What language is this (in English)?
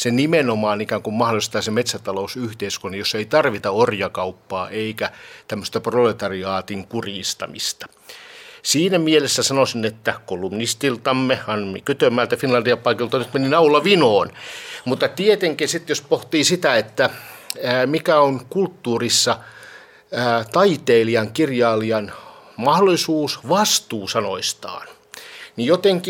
Finnish